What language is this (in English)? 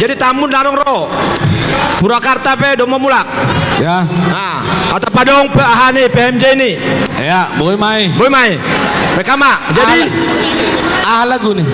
Batak Simalungun